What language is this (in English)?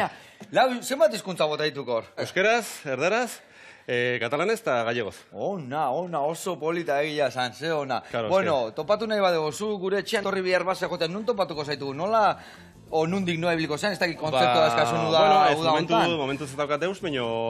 Basque